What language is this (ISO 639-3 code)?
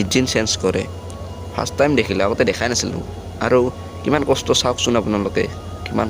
asm